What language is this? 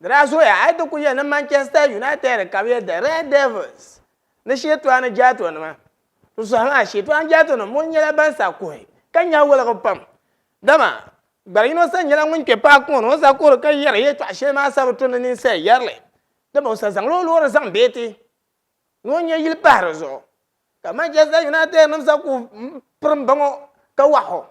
Dagbani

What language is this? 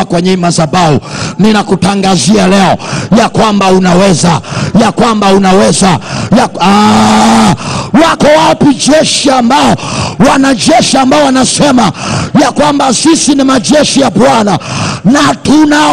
Swahili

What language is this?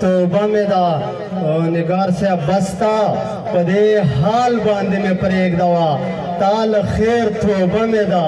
Pashto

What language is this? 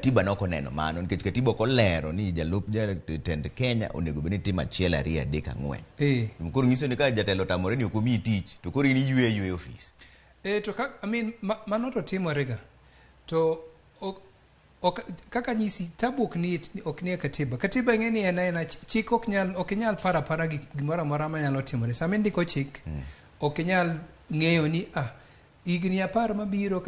Luo (Kenya and Tanzania)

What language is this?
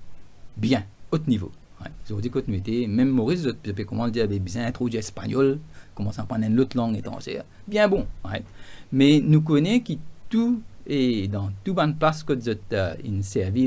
Morisyen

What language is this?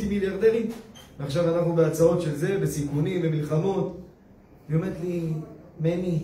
Hebrew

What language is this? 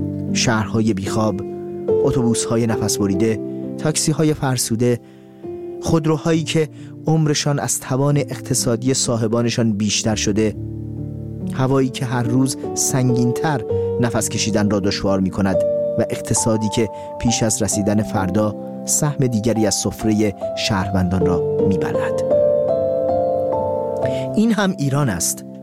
Persian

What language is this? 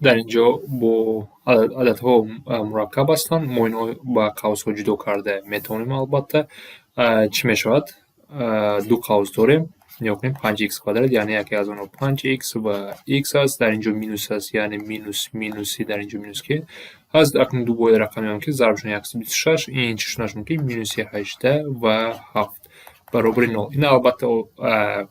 Tajik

